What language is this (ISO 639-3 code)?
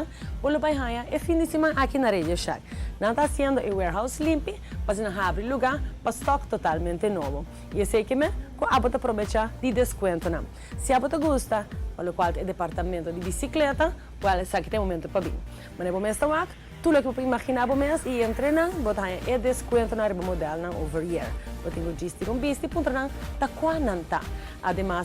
pap